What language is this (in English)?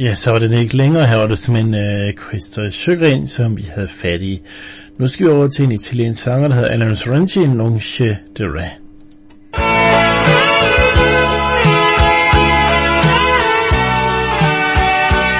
Danish